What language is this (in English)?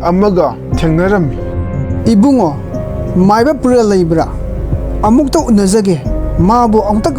Manipuri